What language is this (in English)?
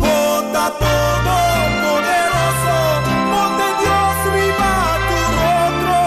Papiamento